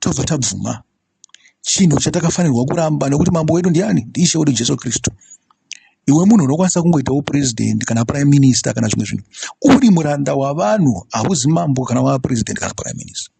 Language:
Shona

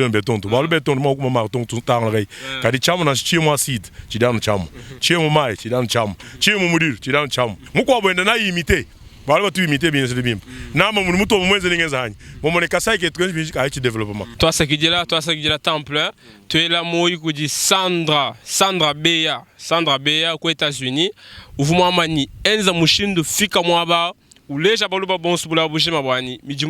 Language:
Luba-Lulua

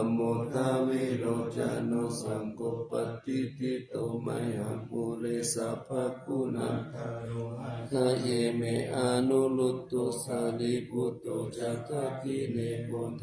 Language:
Pali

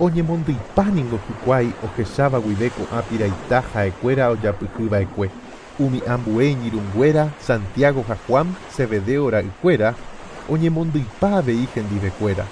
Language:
Guarani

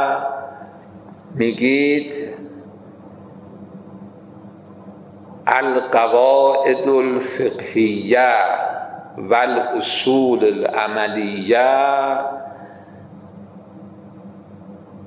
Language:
Persian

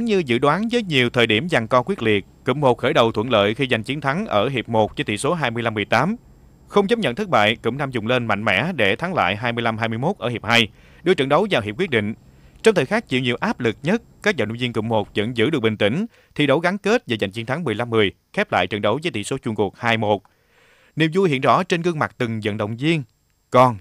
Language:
Vietnamese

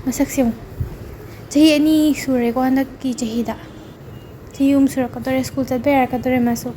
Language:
Manipuri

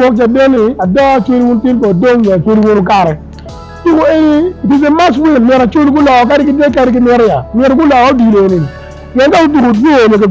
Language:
Acoli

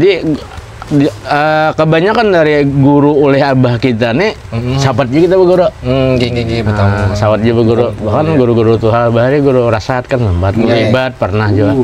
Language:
Banjar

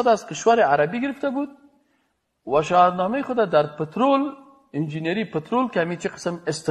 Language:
Persian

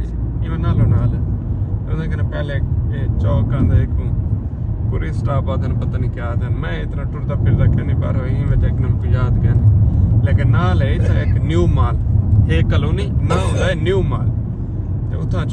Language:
Saraiki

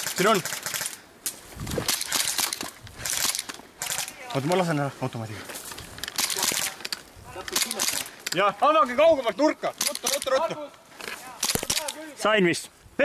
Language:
Estonian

